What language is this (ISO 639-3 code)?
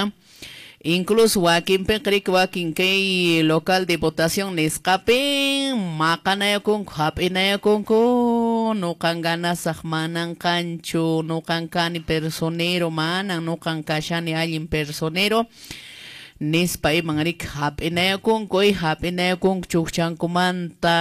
que